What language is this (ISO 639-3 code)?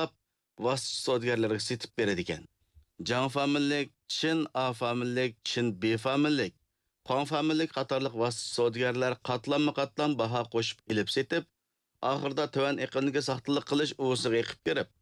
uig